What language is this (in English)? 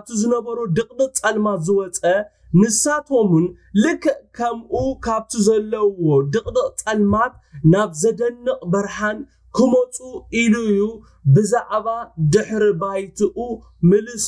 Tigrinya